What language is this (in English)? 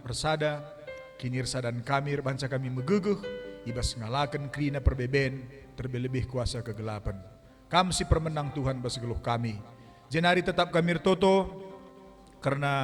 Batak Karo